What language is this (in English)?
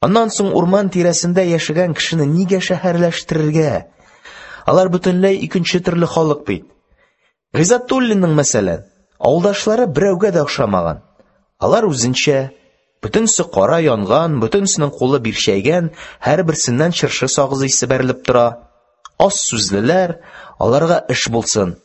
Tatar